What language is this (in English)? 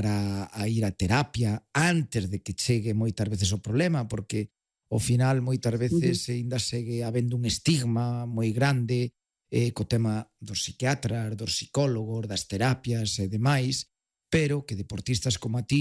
Galician